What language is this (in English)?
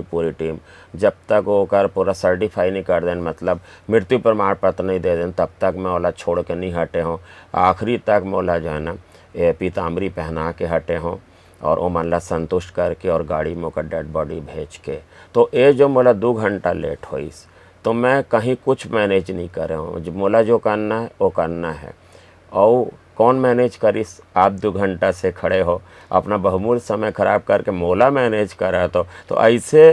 Chhattisgarhi